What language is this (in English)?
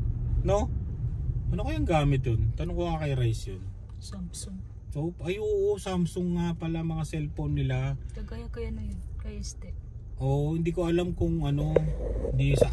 Filipino